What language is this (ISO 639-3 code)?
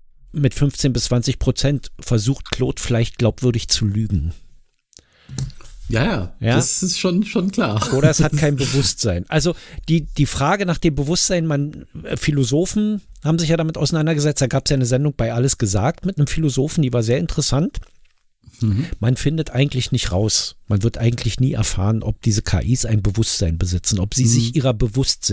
deu